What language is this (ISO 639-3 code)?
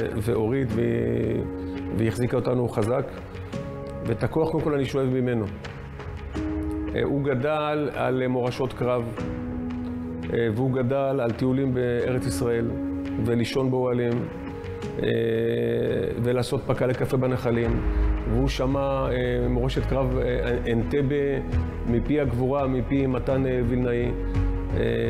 heb